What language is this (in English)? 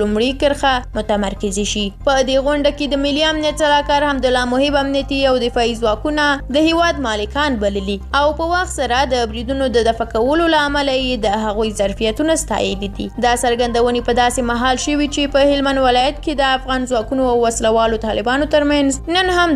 Pashto